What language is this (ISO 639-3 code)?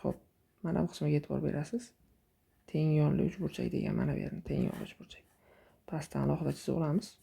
uzb